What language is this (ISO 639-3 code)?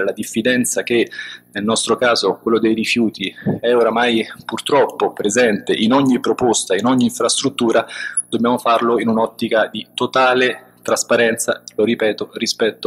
ita